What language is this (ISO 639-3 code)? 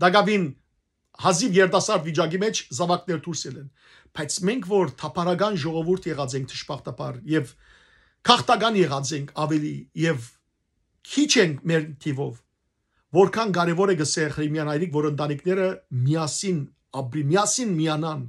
hyw